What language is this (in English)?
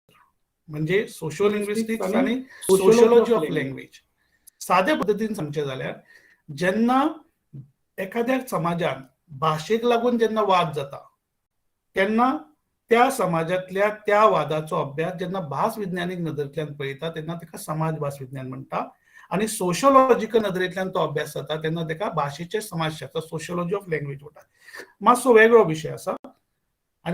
Konkani